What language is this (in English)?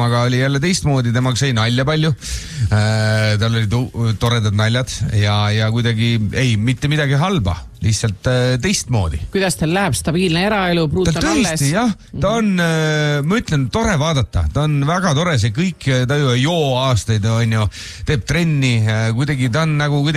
Estonian